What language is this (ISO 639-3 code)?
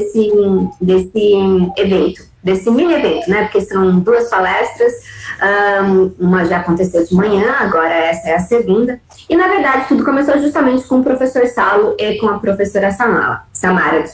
por